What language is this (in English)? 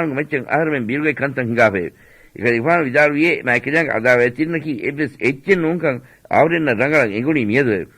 Divehi